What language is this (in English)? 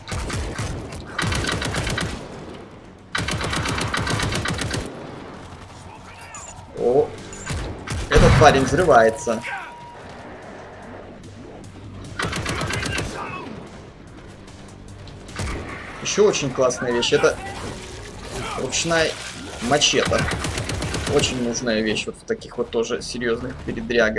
Russian